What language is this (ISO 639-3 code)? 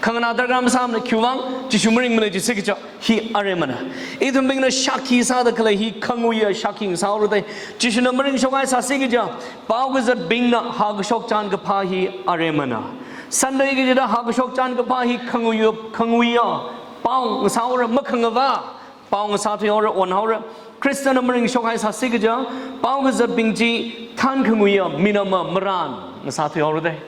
nmf